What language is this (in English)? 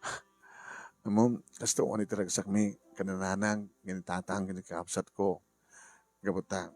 Iloko